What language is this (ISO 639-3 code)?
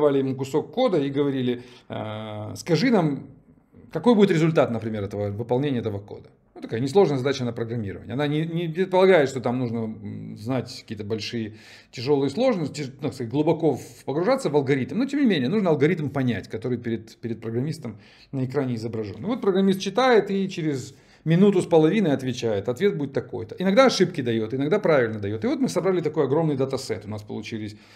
rus